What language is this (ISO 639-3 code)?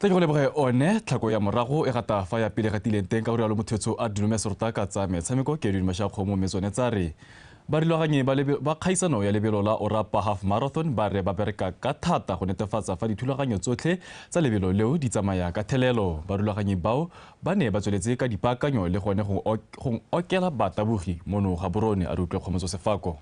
tsn